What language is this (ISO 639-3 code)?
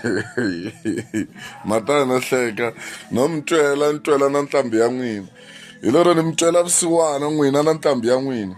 tso